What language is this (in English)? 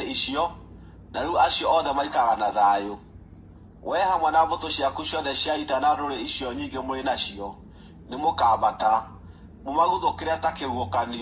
Kikuyu